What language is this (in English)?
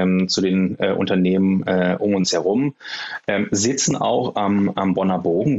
German